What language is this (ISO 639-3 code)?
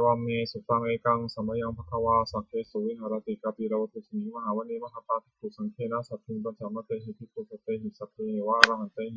pli